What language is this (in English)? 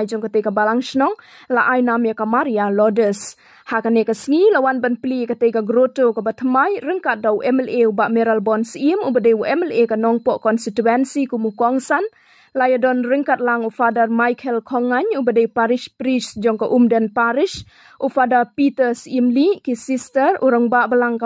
Khasi